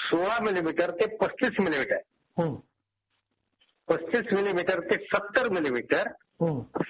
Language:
Marathi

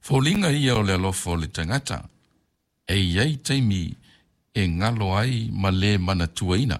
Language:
Samoan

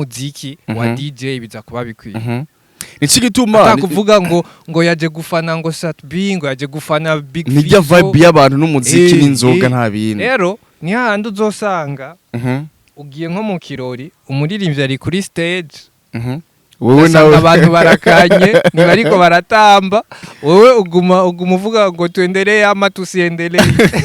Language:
Rundi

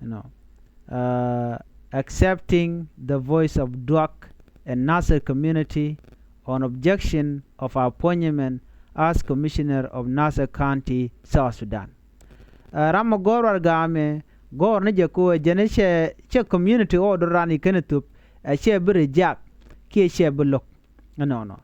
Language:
Nuer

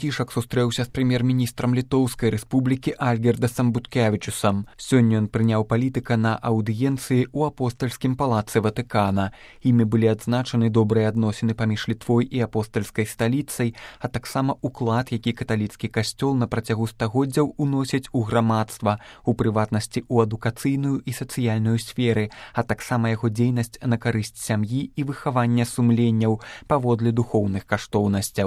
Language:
Belarusian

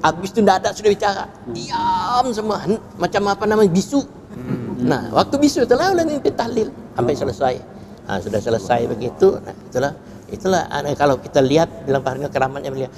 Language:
Banjar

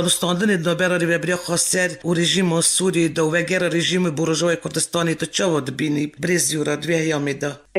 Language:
Kurdish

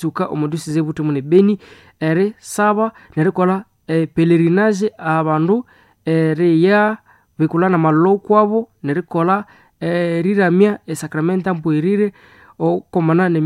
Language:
Nande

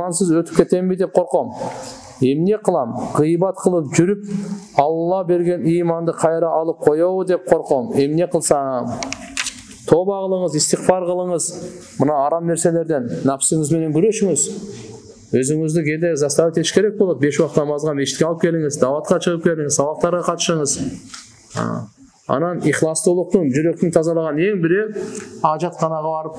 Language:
Kyrgyz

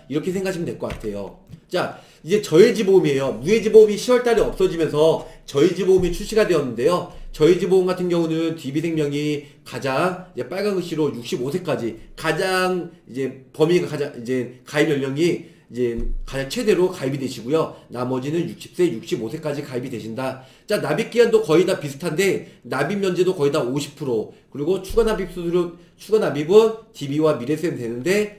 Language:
Korean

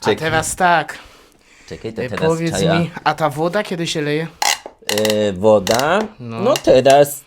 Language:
Silesian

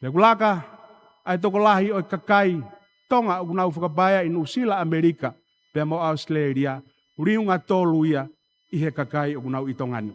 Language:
Tongan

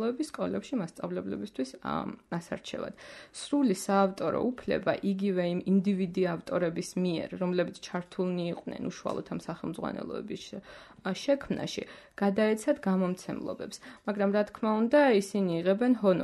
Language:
Georgian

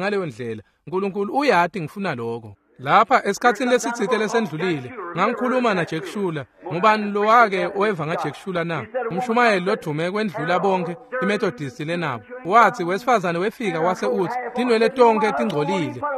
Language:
Swati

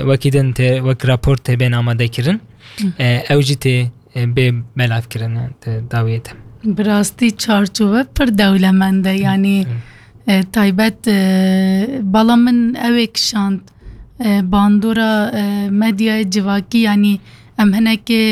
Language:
Kurdish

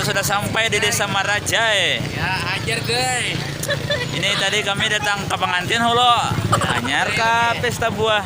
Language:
Banjar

